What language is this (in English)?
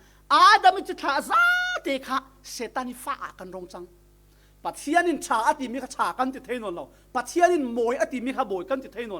Falam Chin